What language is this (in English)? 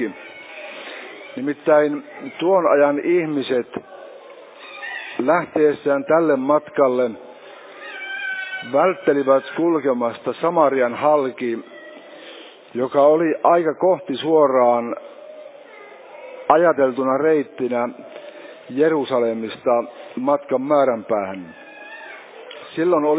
Finnish